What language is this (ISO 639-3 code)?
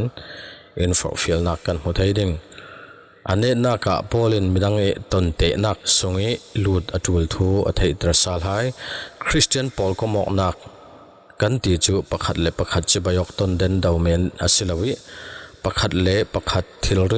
cfm